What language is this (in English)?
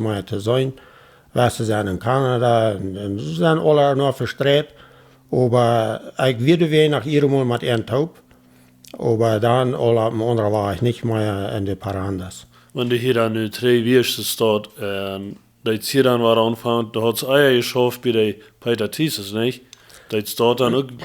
Plautdietsch